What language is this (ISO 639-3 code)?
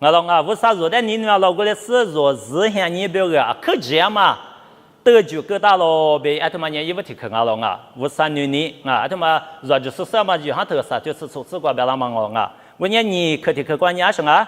lis